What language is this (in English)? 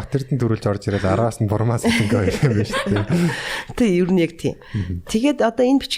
Mongolian